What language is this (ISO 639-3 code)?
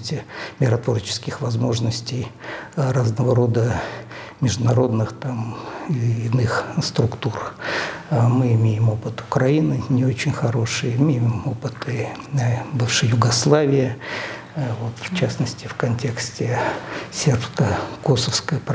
rus